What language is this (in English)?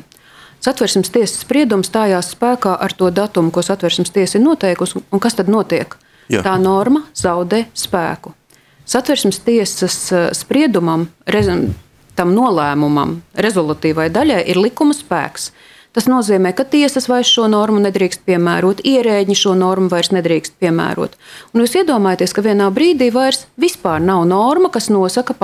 Latvian